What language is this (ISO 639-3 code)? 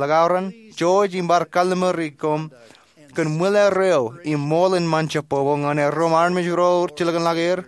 mah